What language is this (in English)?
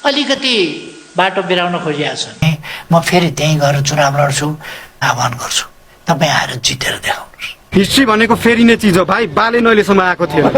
Nepali